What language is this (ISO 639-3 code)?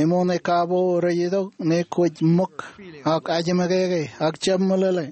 mah